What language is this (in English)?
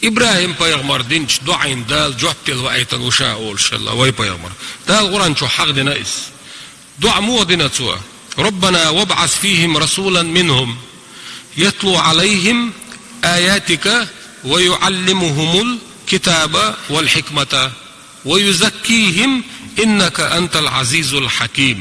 Chechen